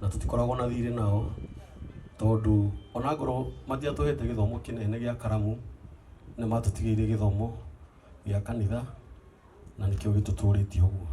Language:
Kikuyu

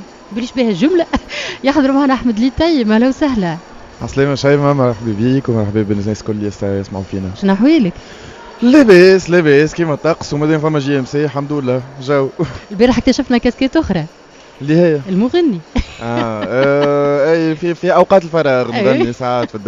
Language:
Tunisian Arabic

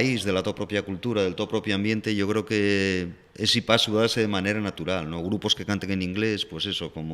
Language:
Asturian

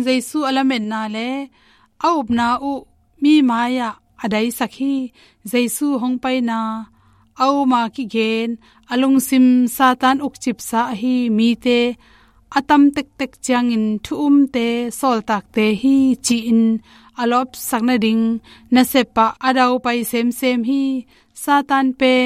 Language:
Tedim Chin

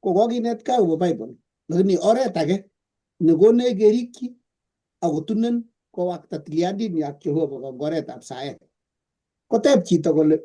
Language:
Kalenjin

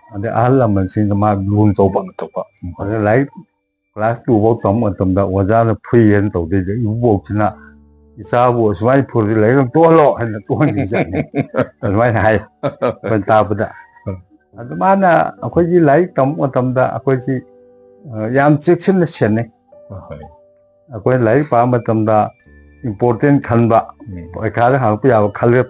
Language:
Manipuri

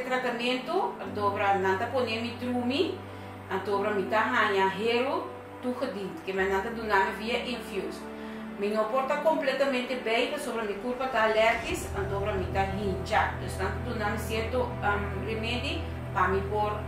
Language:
Papiamento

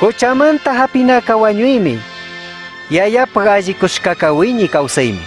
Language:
Chimborazo Highland Quichua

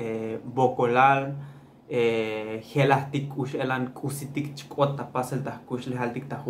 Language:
Tzotzil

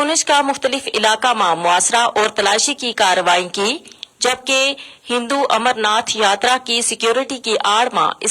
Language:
Gujari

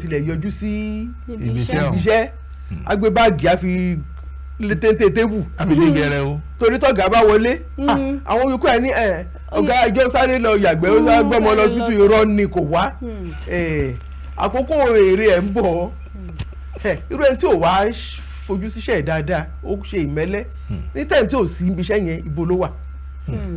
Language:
Yoruba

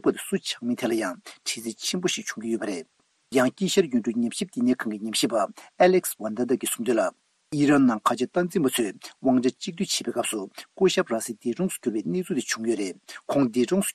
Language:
Tibetan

